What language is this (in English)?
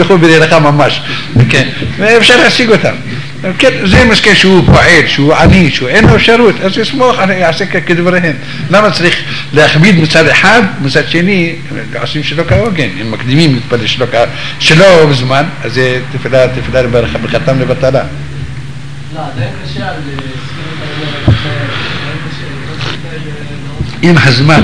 Hebrew